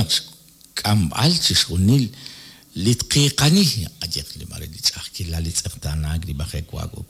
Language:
Kekchí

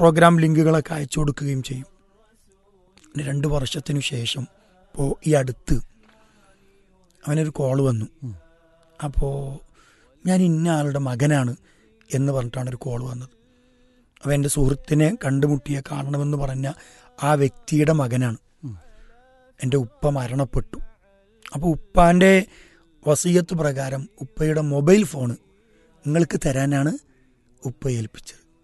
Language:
Malayalam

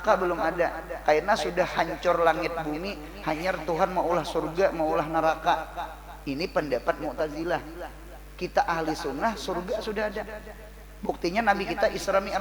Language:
Banjar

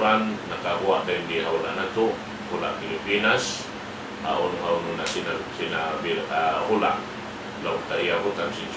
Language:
Tausug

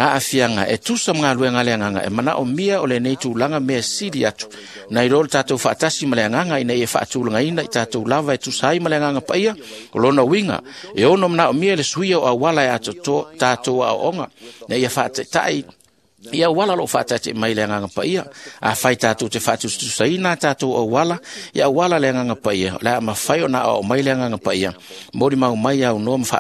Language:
Samoan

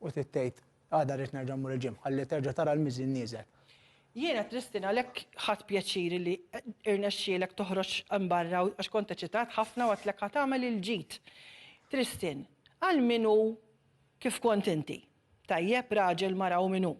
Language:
Maltese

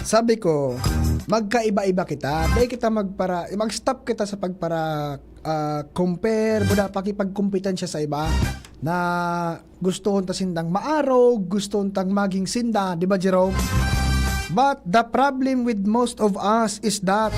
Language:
Bikol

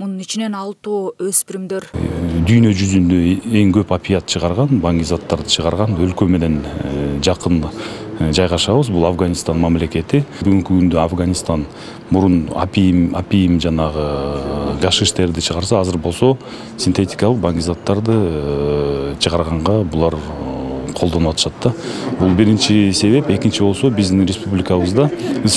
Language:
Kyrgyz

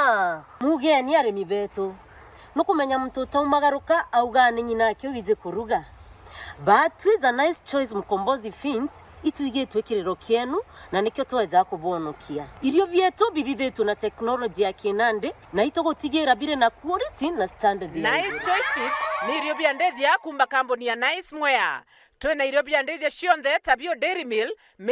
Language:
Meru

